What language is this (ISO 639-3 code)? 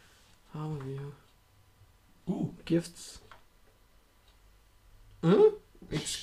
dan